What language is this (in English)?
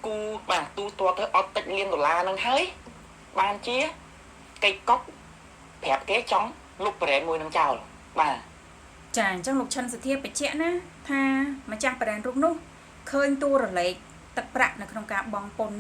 Khmer